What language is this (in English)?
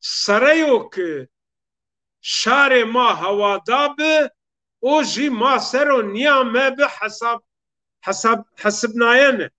Zaza